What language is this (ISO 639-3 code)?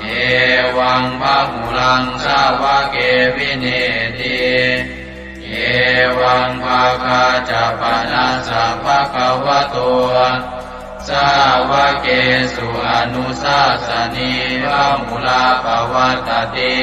pli